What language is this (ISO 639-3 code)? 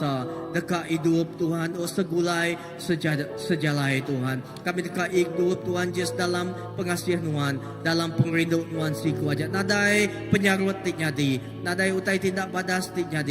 iba